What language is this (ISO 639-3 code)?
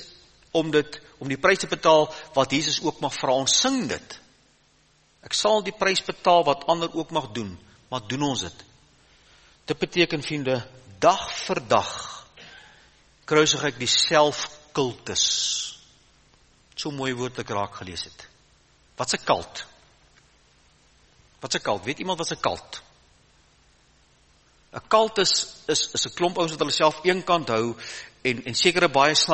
afr